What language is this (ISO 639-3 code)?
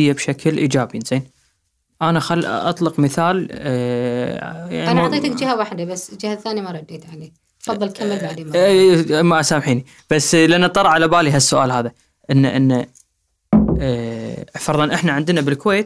afb